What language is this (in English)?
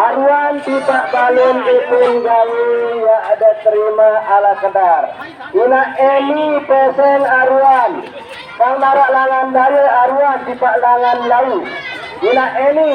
Sasak